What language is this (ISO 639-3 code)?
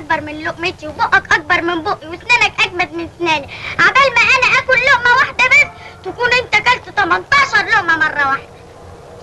arz